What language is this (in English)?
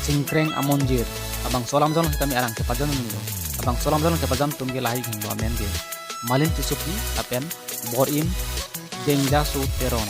Karbi